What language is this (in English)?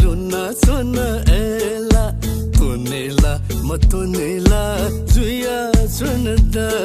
Newari